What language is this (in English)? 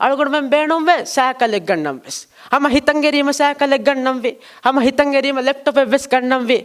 Divehi